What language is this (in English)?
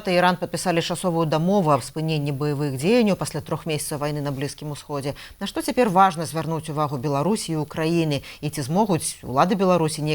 Belarusian